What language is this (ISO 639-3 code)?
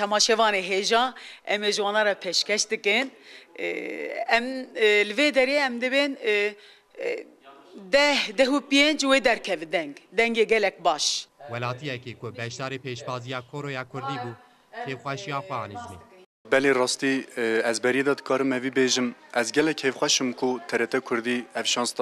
kur